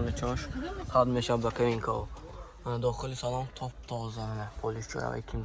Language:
Tajik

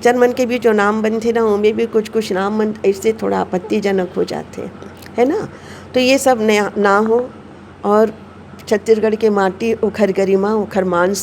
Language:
Chhattisgarhi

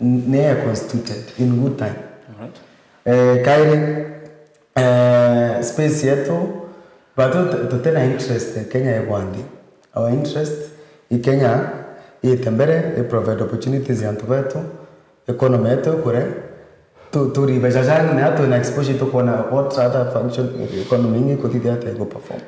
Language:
Meru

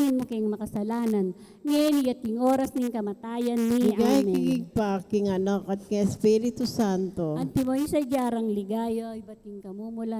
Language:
Pampanga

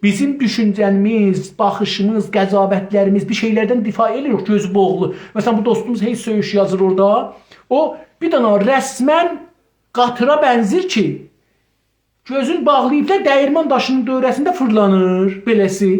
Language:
South Azerbaijani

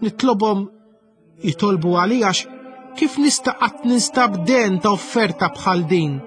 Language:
Maltese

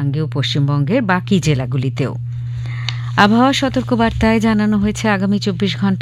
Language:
Bangla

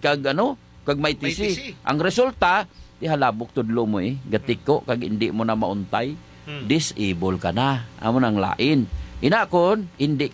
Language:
Hiligaynon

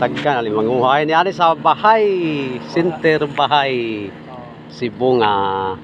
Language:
Cebuano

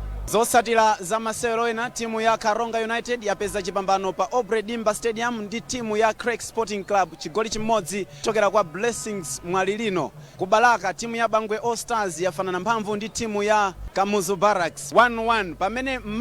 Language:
Nyanja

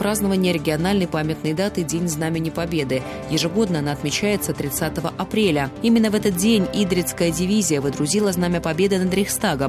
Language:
Russian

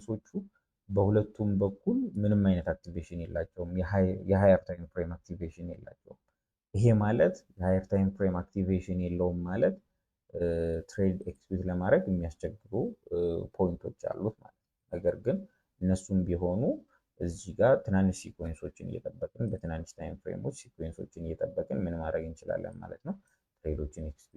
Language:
Amharic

